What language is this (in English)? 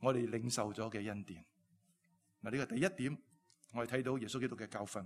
Cantonese